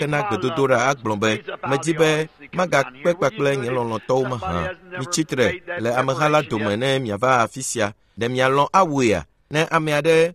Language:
Ewe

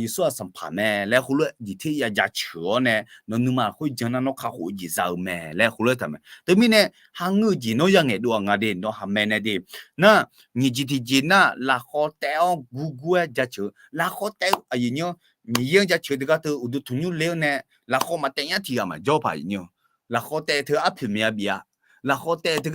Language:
Akha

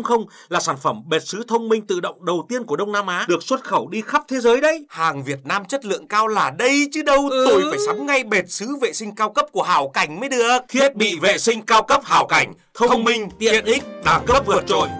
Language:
Vietnamese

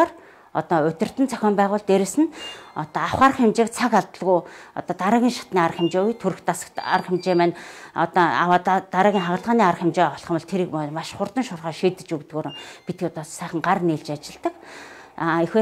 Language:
Mongolian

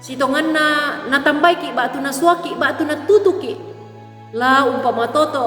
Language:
Toraja-Sa'dan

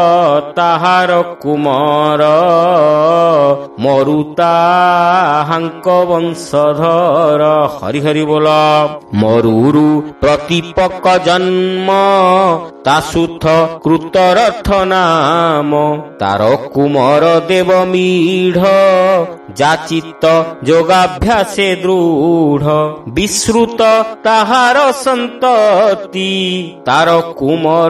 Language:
Odia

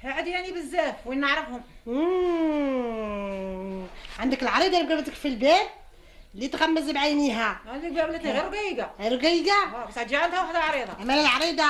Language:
Algerian Arabic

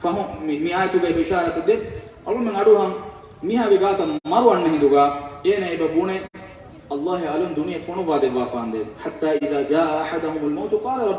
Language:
Divehi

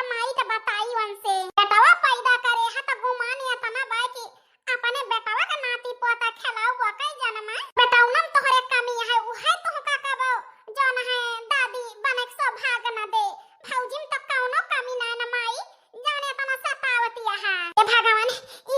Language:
Awadhi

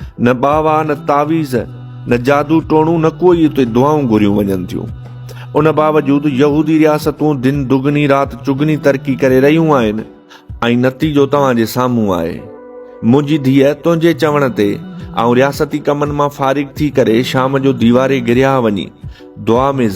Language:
Sindhi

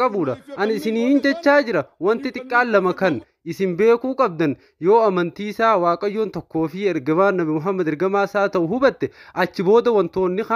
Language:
Oromo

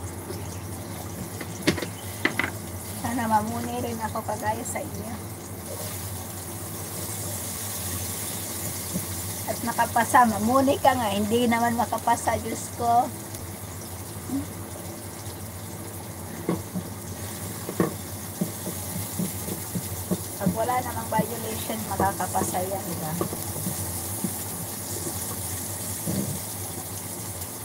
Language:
Filipino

